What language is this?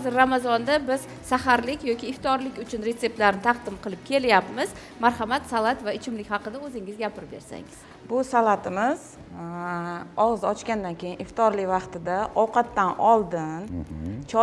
Uzbek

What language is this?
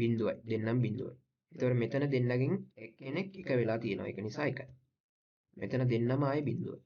Sinhala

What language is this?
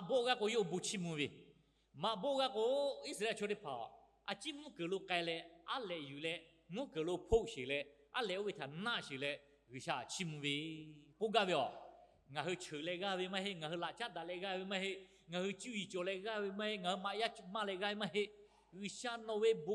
Lahu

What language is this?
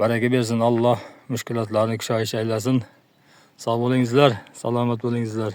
Uzbek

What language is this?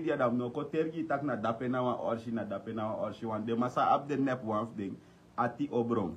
Sranan Tongo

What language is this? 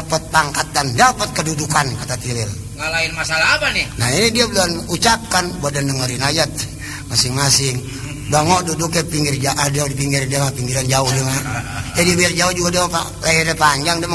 Betawi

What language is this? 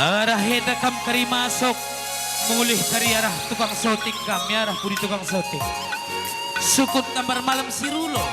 Batak Karo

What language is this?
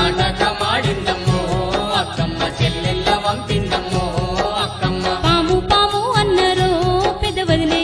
Telugu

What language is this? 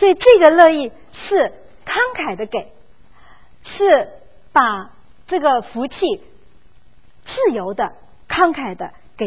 Chinese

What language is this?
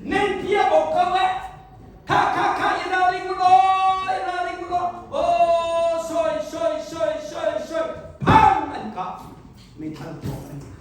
Hakha Chin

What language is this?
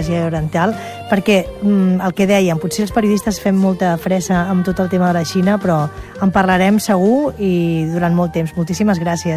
Catalan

